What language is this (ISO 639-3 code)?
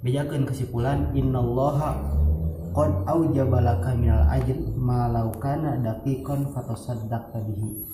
sun